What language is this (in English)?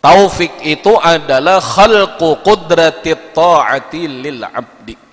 Banjar